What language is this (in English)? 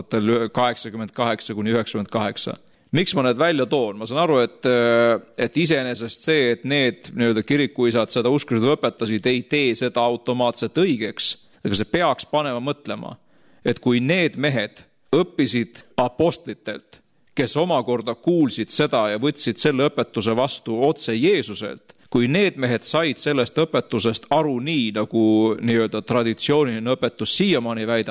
Estonian